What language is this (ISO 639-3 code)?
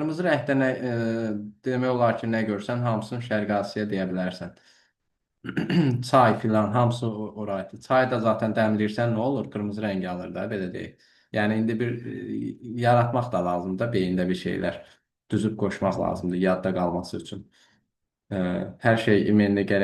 aze